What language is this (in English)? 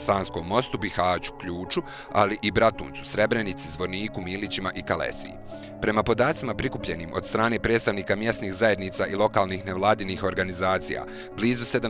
Bosnian